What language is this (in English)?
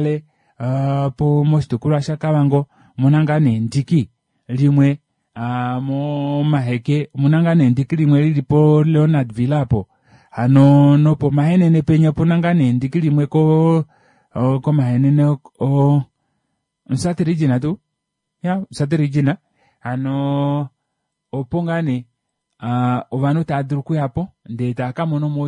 Kuanyama